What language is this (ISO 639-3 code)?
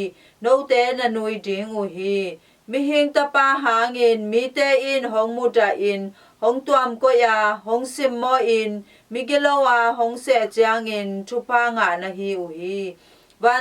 ctd